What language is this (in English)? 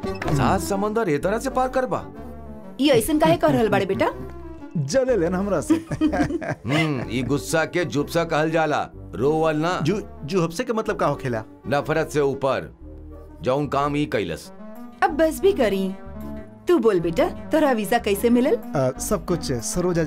Bhojpuri